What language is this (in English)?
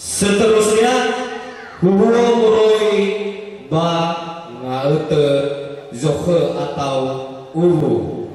Nias